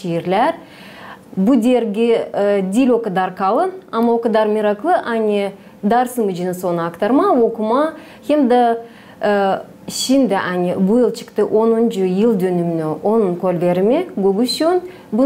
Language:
Gagauz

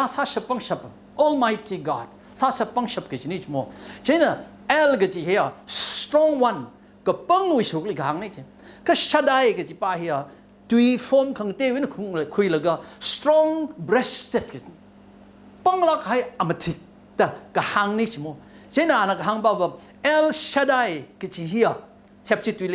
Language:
Tangkhul Naga (India)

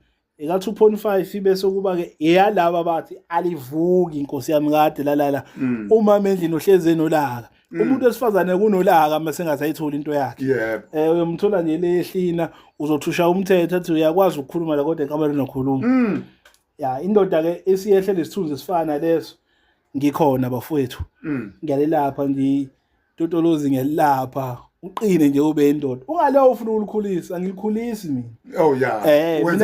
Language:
Zulu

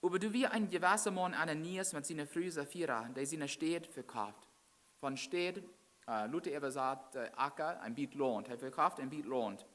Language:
Plautdietsch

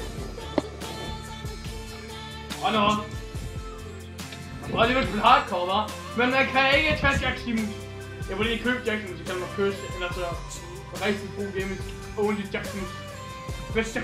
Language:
Danish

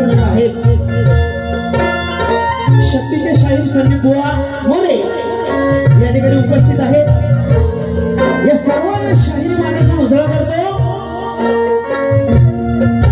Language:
Marathi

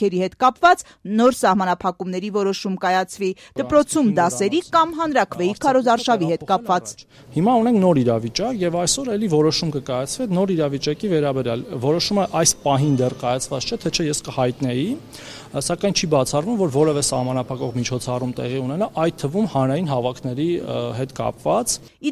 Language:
Armenian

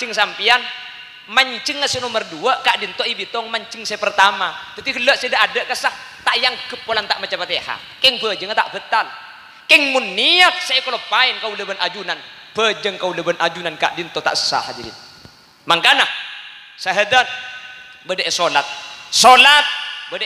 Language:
Madurese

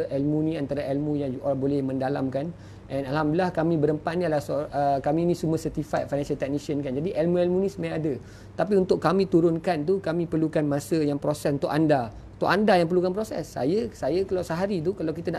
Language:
Malay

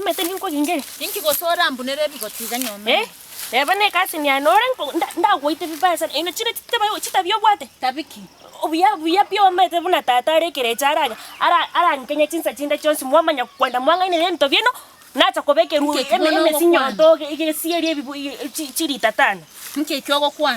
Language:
Gusii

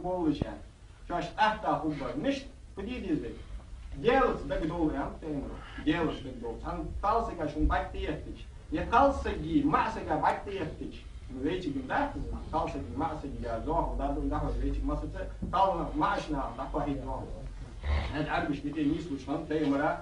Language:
Ingush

